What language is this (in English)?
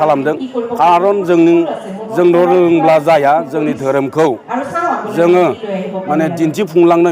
Bodo